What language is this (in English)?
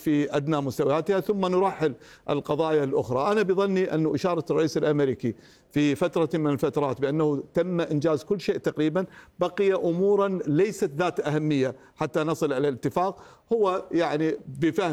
Arabic